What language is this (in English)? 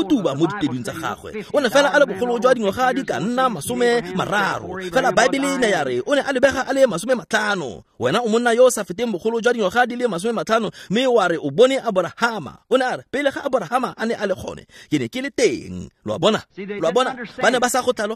Tswana